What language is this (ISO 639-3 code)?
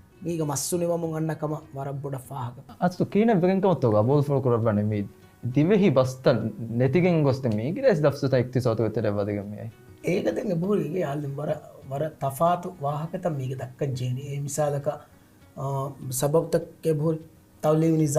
div